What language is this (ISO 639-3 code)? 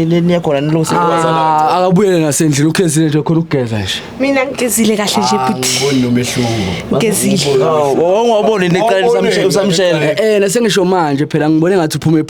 zul